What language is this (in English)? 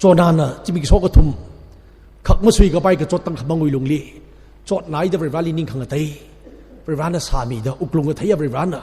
Tangkhul Naga (India)